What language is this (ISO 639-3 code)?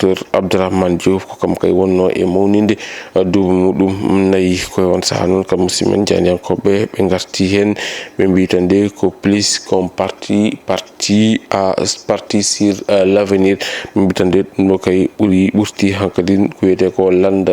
ful